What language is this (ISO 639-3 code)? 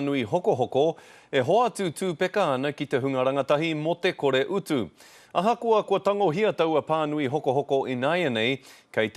mri